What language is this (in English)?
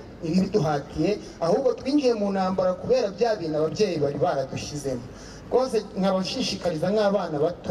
Kinyarwanda